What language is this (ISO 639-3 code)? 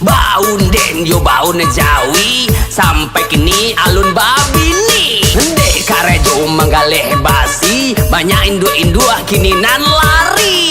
min